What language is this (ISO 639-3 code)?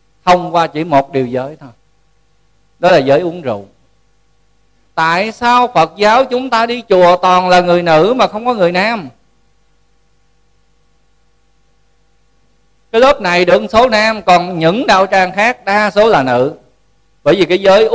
vie